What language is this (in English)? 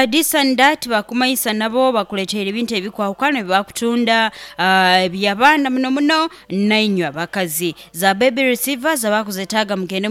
Nyoro